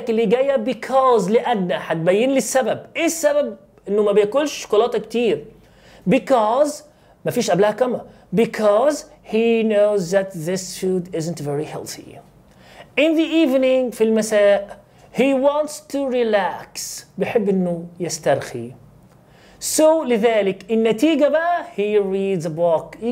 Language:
Egyptian Arabic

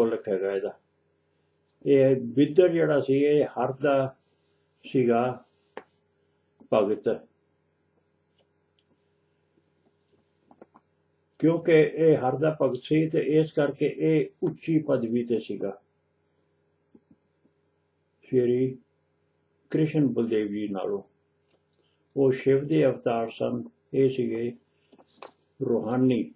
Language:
Punjabi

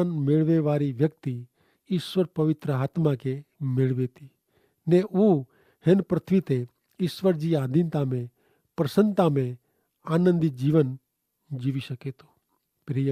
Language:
Kachhi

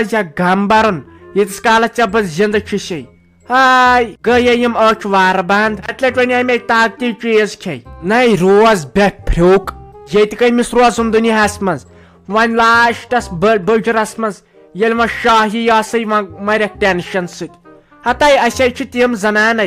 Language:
Kashmiri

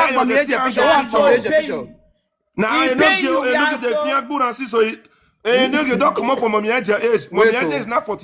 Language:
Nigerian Pidgin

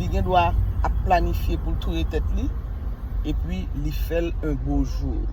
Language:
Haitian Creole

